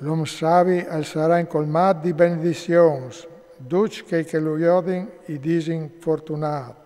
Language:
Friulian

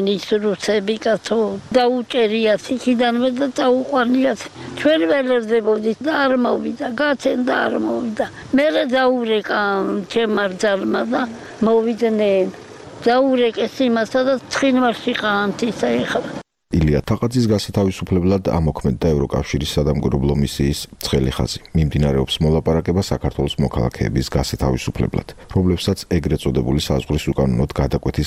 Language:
Georgian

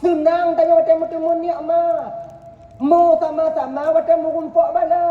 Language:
Achinese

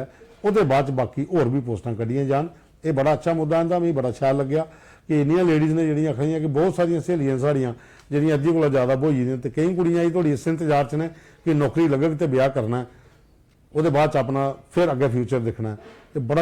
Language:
Dogri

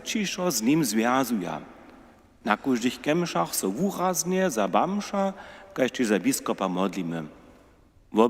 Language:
Upper Sorbian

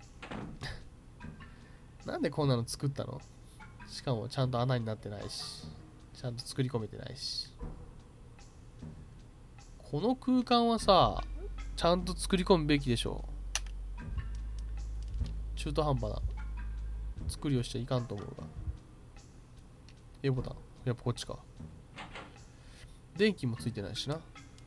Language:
Japanese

